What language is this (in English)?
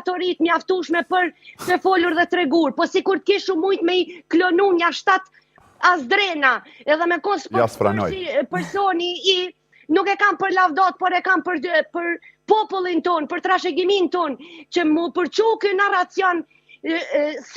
Albanian